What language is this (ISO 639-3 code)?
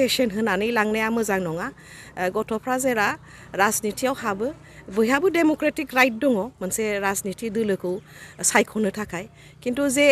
brx